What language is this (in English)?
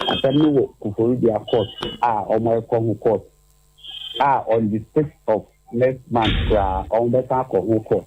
Akan